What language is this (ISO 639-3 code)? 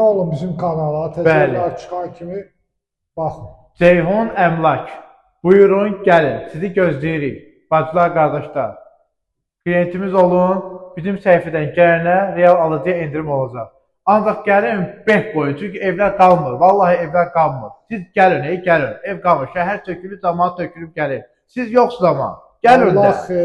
aze